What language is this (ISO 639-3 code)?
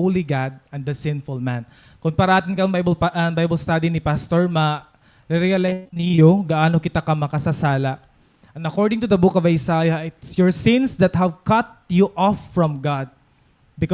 war